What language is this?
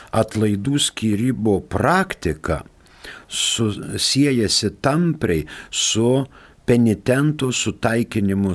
Lithuanian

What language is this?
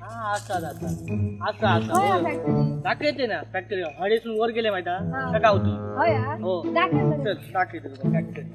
Konkani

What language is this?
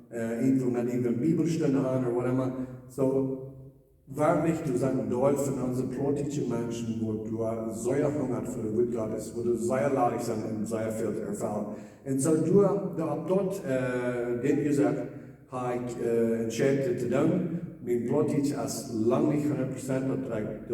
Plautdietsch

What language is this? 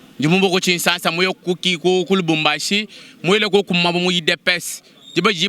Luba-Lulua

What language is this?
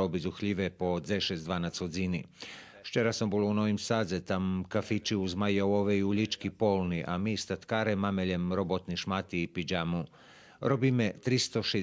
Rusyn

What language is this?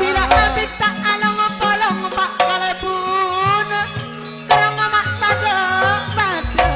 Madurese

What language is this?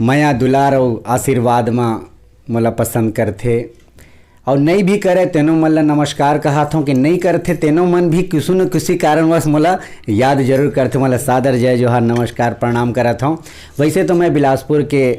Chhattisgarhi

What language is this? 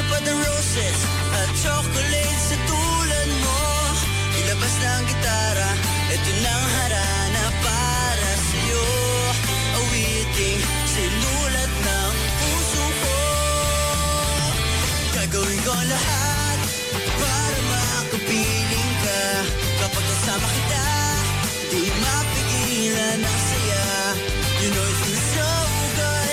Filipino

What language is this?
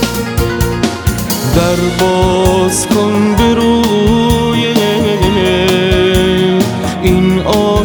Persian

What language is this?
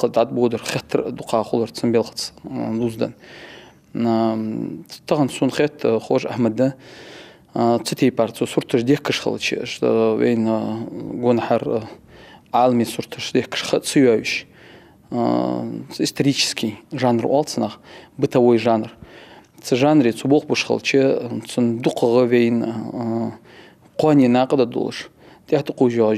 Ingush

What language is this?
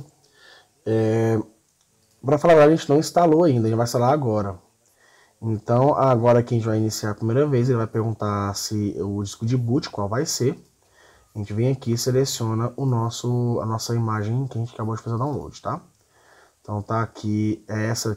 Portuguese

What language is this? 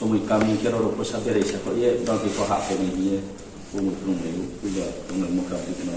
Riang (India)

